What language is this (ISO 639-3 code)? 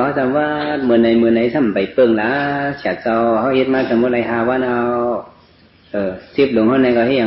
shn